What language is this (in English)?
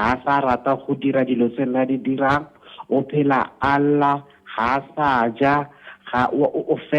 Tswana